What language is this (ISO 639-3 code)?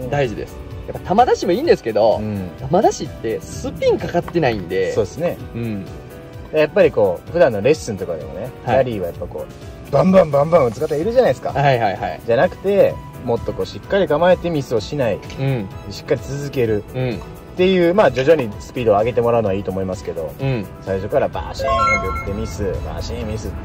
jpn